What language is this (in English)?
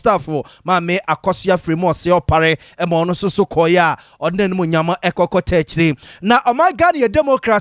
Akan